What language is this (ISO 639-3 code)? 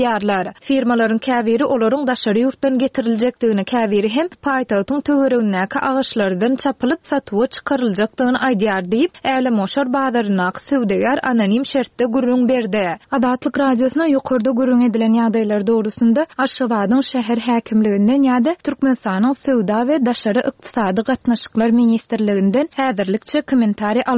tuk